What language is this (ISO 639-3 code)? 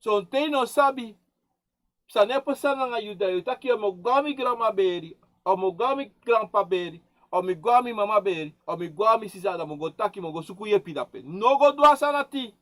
srn